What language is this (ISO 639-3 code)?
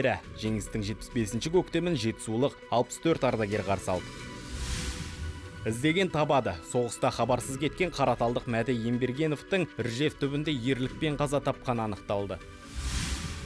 kaz